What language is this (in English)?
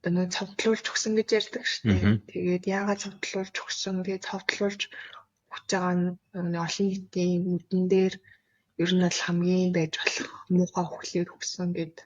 Mongolian